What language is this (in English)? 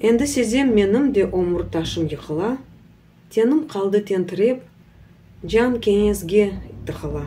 Crimean Tatar